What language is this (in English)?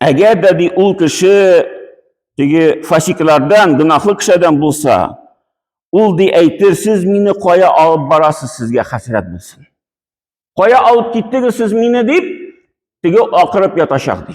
Tatar